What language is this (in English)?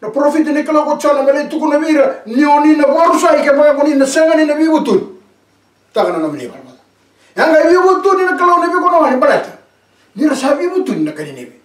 Fijian